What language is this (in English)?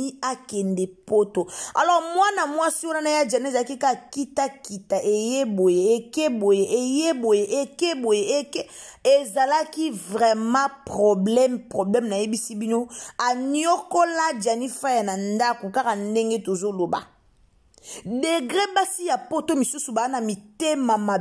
Lingala